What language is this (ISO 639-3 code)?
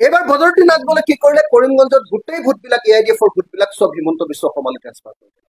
asm